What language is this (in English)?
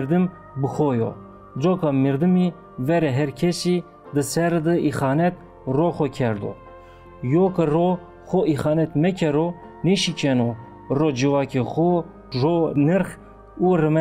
Zaza